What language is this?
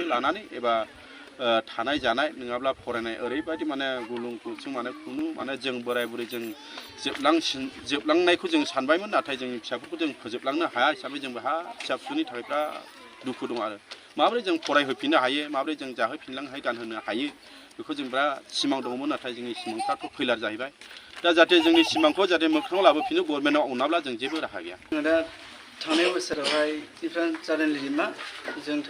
Bodo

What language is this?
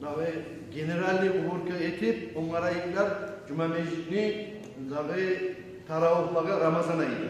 Kumyk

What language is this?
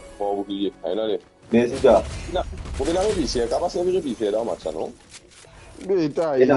Morisyen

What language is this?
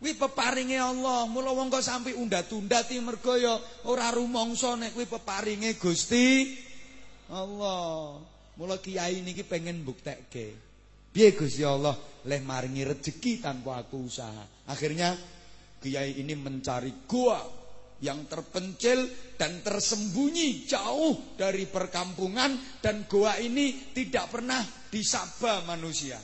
Javanese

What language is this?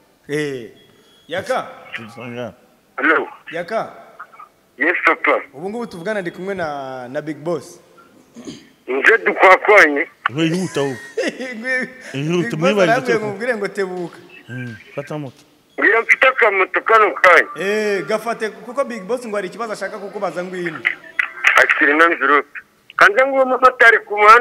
Kinyarwanda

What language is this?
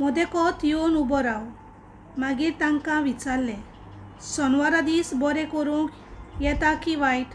Konkani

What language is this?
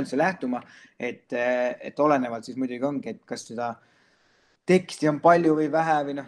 Estonian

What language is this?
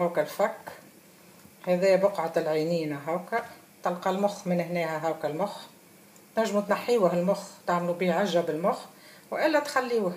Tunisian Arabic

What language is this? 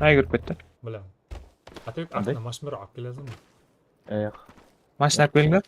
Kara-Kalpak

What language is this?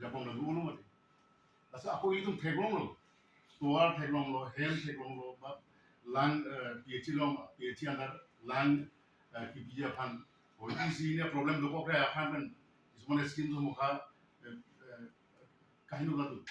Karbi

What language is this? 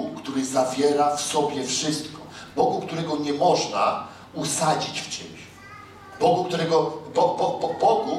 Polish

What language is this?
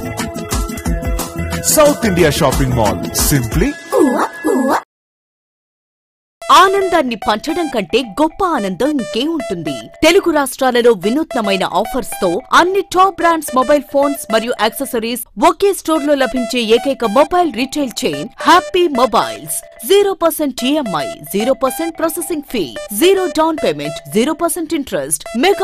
Telugu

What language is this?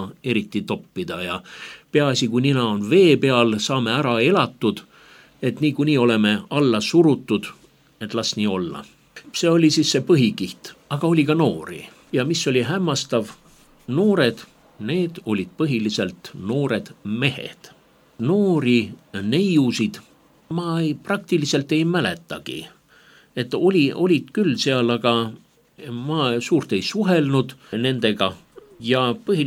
Estonian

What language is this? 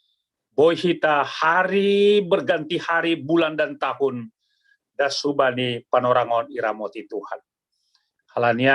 Batak Simalungun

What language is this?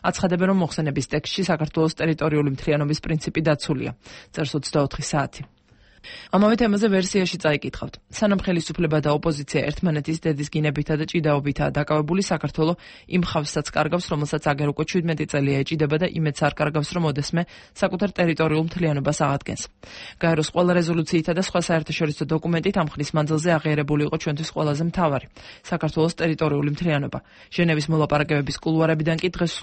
Georgian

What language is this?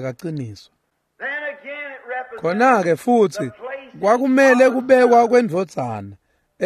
Swati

